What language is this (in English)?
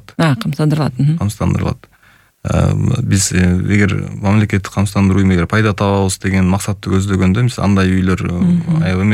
Kyrgyz